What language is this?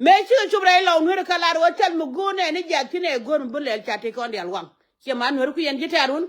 Nuer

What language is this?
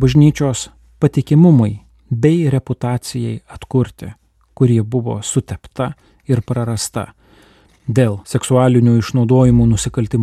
Lithuanian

